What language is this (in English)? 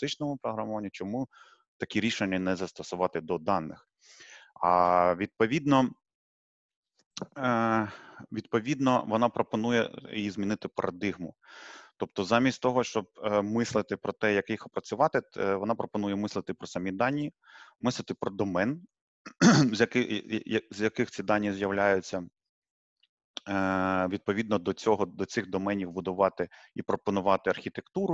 Ukrainian